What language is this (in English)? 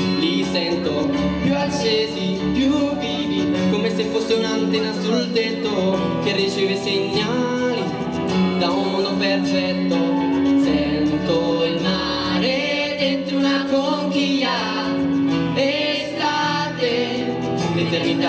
Italian